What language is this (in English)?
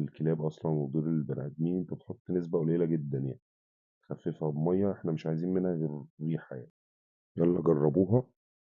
Egyptian Arabic